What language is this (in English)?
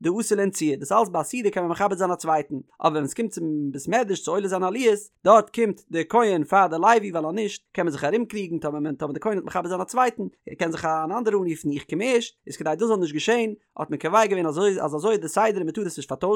Yiddish